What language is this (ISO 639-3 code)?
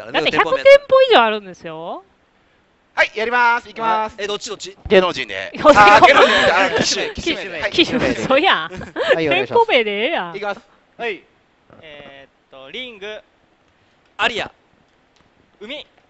jpn